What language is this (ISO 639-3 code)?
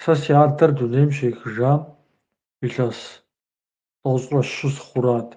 kbd